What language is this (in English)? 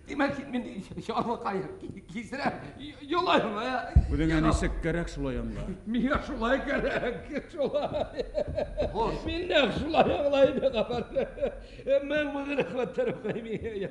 Bashkir